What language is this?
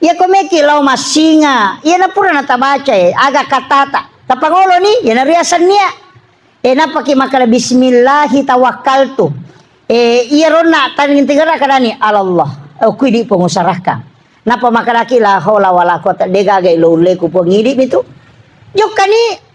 Buginese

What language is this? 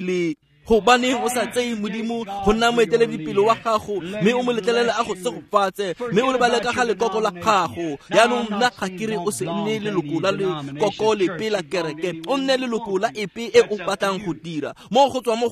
Tswana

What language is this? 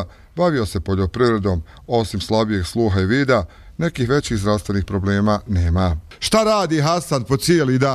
Bosnian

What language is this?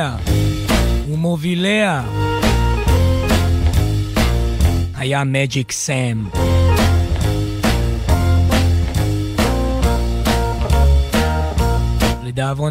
Hebrew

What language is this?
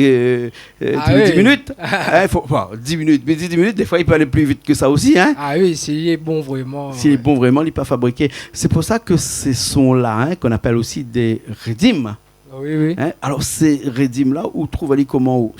Réunion Creole French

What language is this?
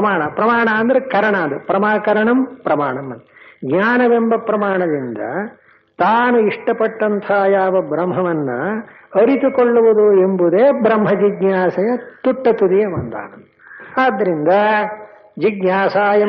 Kannada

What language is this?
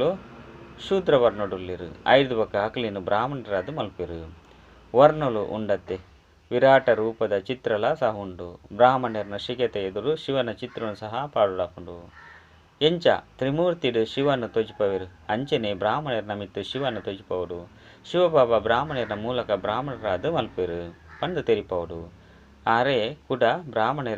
Tulu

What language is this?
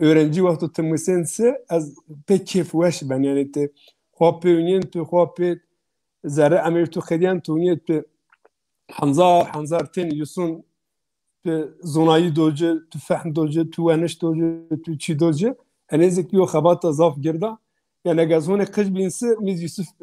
Zaza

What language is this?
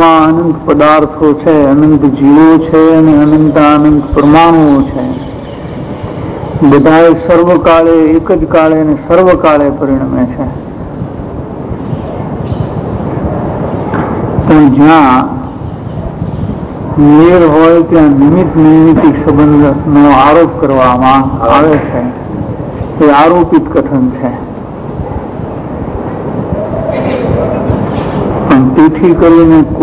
Gujarati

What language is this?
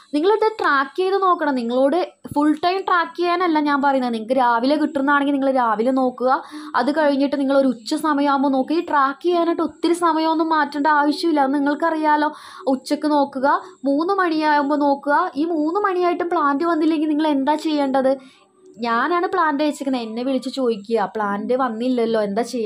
Malayalam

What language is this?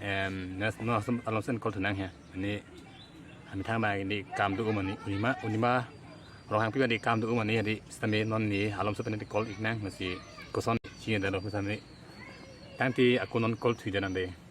Karbi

